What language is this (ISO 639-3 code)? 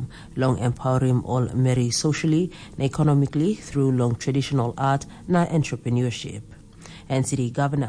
tpi